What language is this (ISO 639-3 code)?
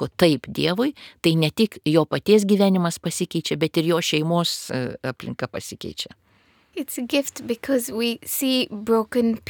lit